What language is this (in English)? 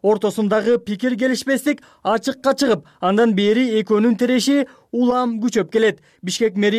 Kyrgyz